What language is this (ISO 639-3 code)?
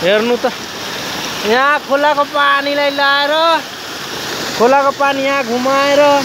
nep